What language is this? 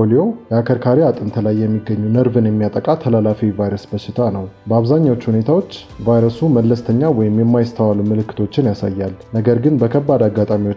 Amharic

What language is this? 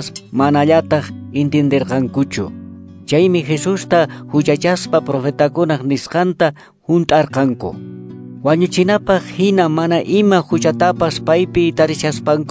Quechua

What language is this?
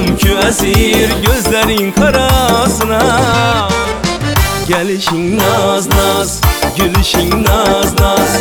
Turkish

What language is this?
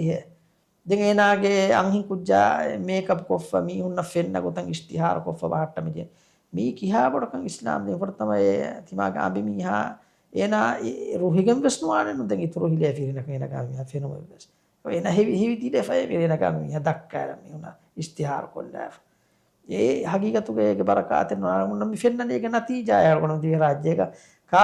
Divehi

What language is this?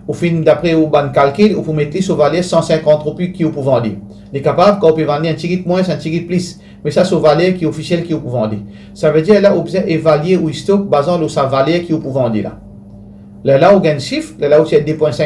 Morisyen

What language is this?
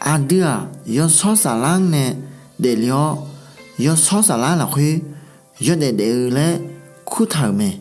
Akha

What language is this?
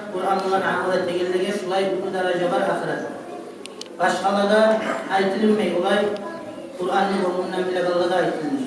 Kumyk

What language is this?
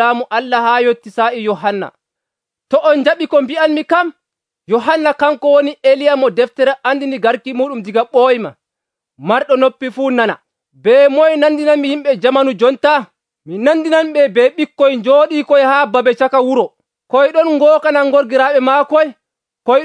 Nigerian Fulfulde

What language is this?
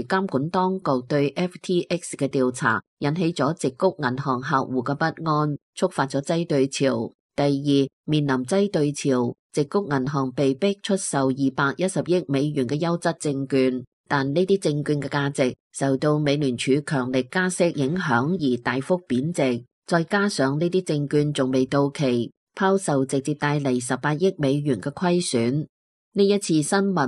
Cantonese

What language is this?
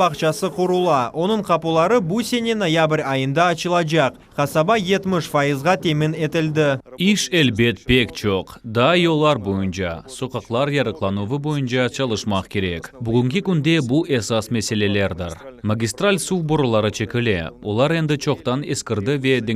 Crimean Tatar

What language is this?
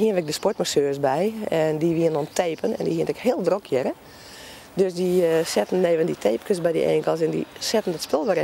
Western Frisian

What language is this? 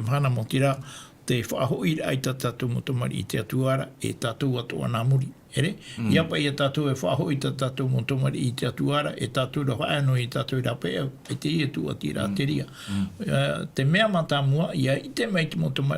Tahitian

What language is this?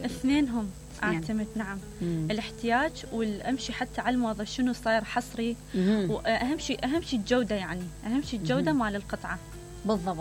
Mesopotamian Arabic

